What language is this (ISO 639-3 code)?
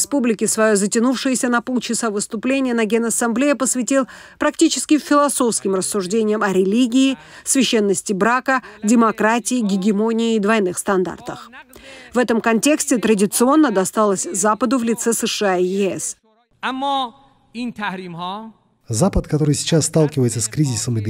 rus